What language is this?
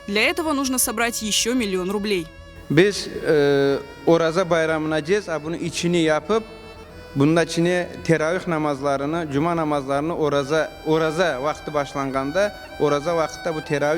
Crimean Tatar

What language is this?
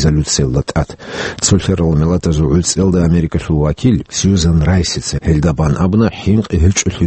Avaric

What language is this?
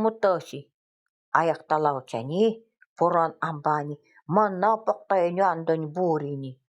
Nanai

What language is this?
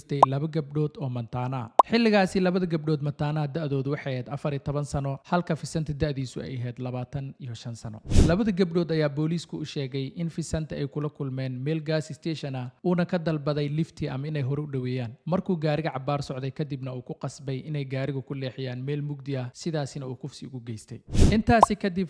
Somali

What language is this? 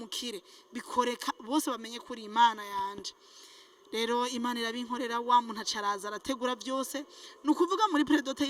Rundi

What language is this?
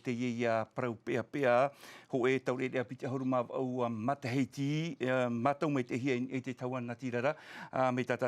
Tahitian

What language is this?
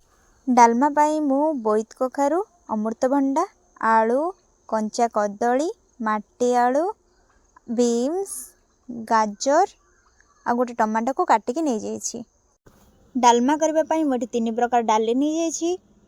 Odia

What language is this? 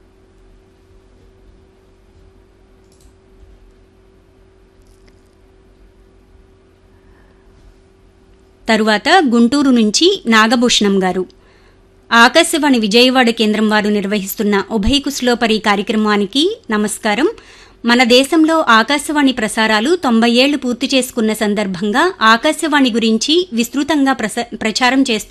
Telugu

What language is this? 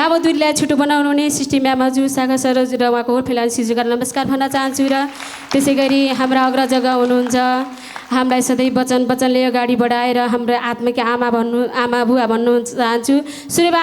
Nepali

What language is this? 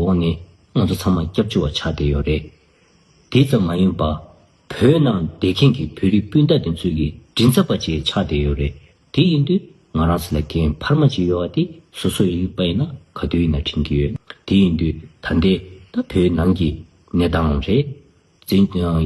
Tibetan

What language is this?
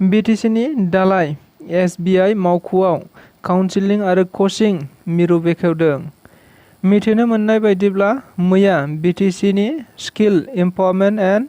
Bodo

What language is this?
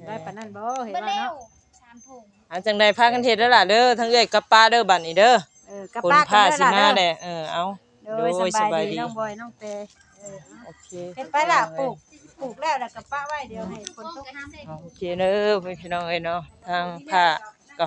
Northeastern Thai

